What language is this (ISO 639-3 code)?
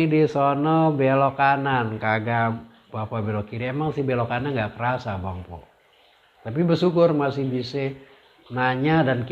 bew